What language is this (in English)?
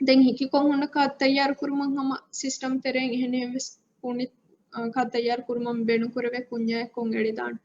Divehi